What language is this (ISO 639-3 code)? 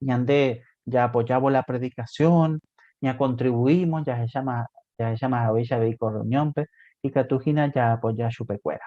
grn